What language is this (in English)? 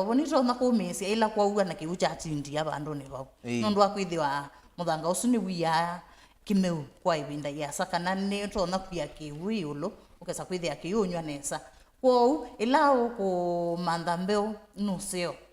Kamba